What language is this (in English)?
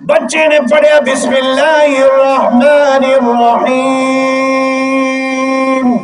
Saraiki